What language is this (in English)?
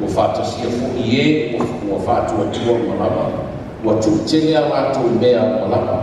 Samoan